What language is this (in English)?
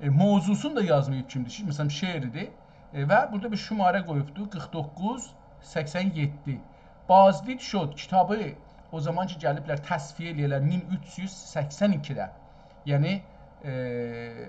South Azerbaijani